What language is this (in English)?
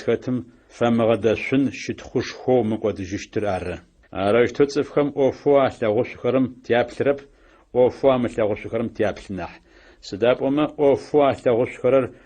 Adyghe